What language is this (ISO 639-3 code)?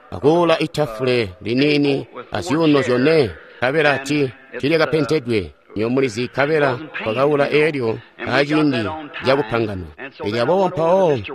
toi